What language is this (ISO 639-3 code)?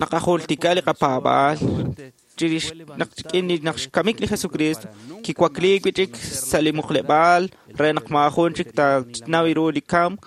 kek